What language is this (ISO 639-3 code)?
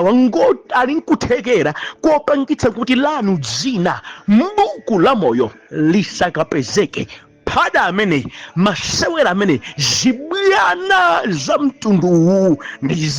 nya